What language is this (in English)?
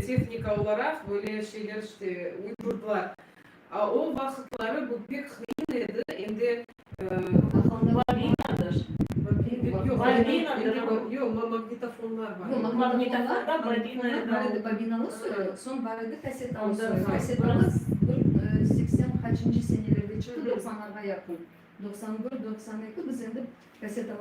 Crimean Tatar